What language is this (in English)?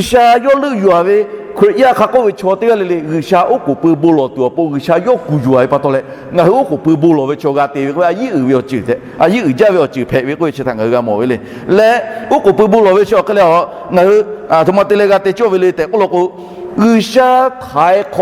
Lahu